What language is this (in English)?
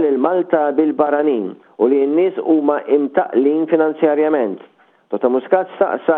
Maltese